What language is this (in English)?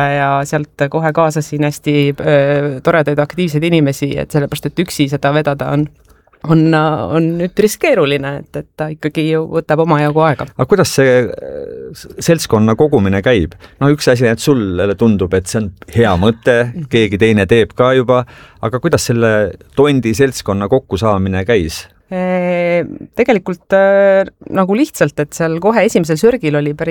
Estonian